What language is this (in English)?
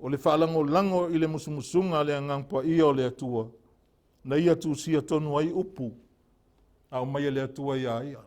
Samoan